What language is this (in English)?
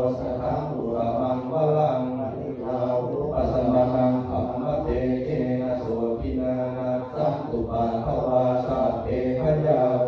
Pali